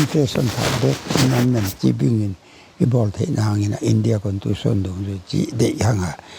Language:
Paite Chin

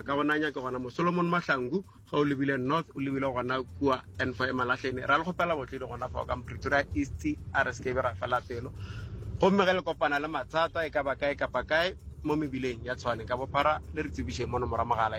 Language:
Northern Sotho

